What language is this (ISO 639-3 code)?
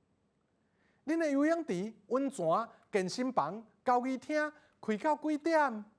nan